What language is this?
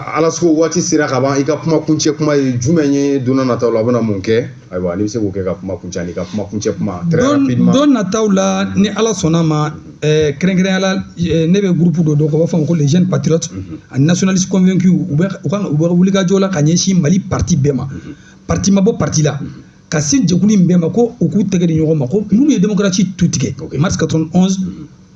Bambara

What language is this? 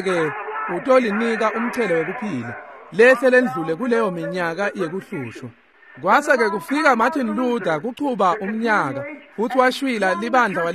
Swati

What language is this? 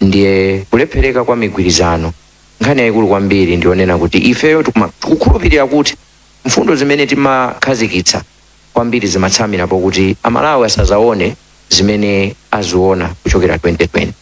Nyanja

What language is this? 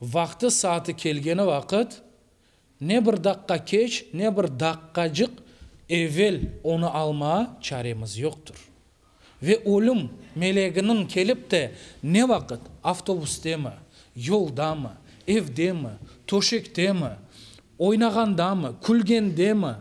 Crimean Tatar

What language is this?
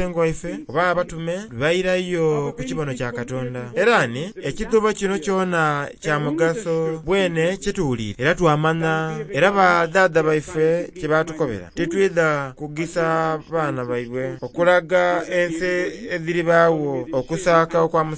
Soga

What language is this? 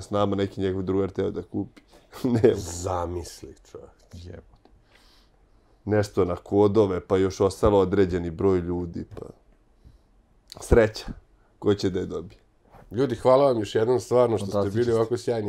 Serbian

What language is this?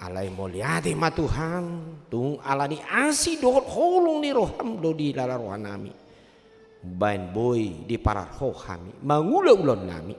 Batak Toba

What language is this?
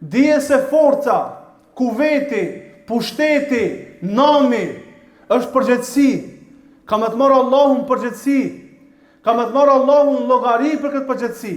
Albanian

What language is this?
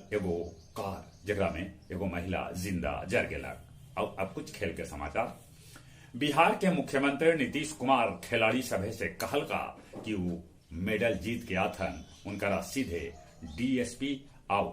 Magahi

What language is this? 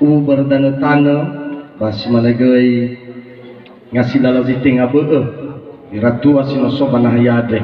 Nias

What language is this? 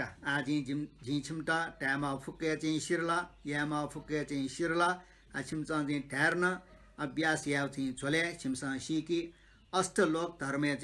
Newari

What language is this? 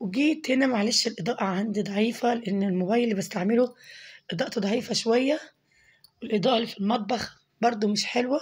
Egyptian Arabic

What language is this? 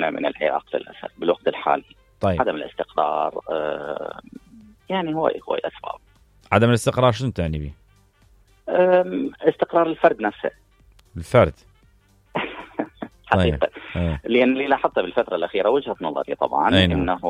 Mesopotamian Arabic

